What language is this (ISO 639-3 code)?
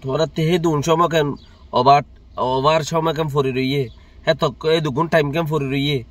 rhg